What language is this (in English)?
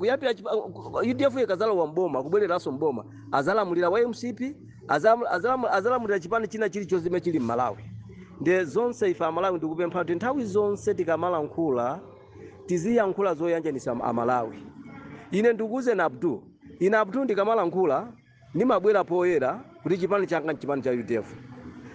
Nyanja